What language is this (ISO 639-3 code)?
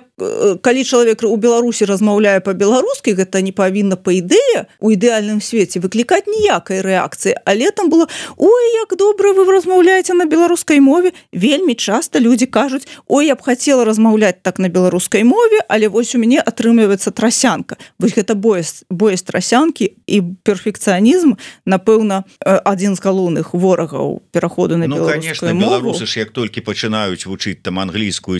bel